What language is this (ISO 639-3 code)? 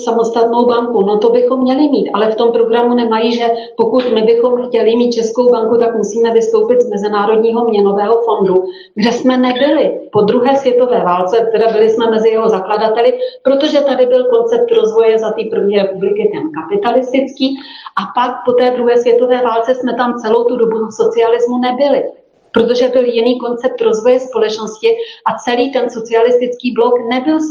ces